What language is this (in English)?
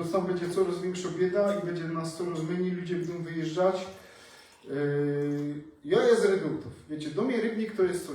Silesian